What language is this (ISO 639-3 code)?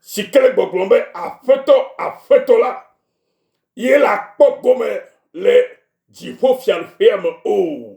ewe